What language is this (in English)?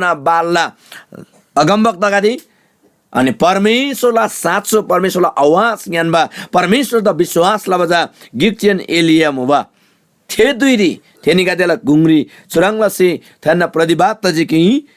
Eastern Tamang